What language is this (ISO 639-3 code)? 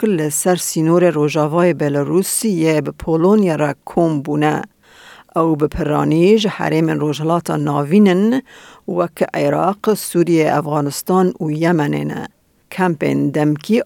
kur